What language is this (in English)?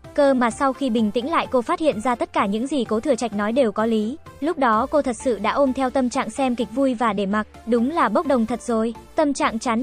Vietnamese